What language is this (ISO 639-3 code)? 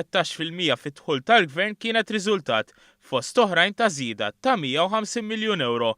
mlt